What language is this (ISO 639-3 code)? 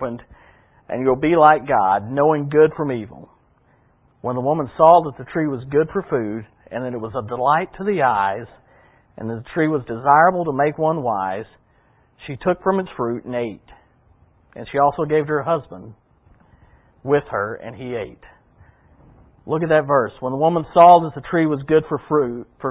eng